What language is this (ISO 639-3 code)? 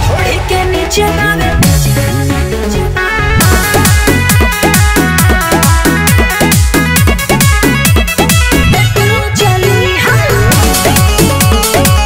bho